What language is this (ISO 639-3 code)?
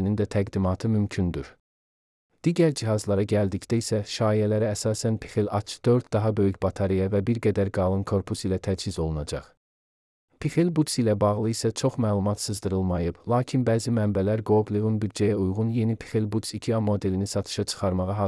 aze